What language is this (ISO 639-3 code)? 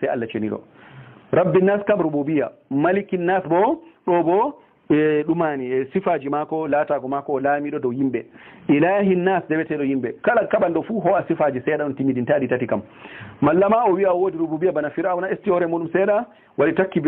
ful